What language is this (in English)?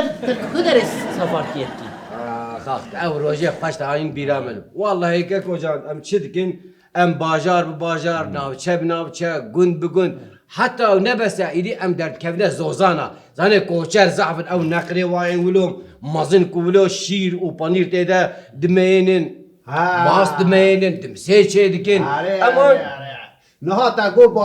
Kurdish